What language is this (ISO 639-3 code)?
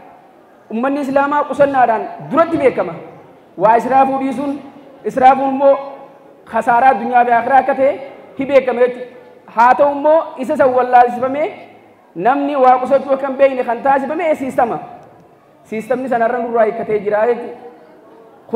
orm